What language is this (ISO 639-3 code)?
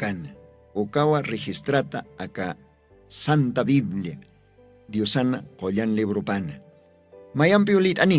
aym